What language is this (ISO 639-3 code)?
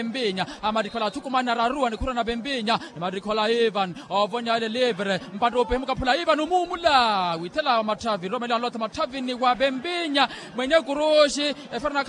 vmw